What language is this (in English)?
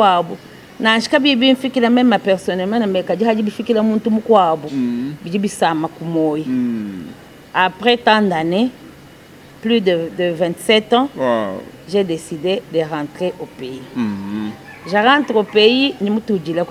Luba-Lulua